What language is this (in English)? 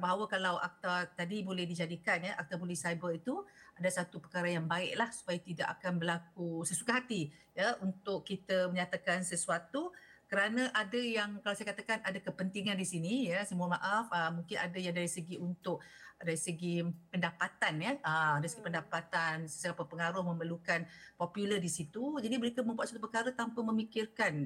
Malay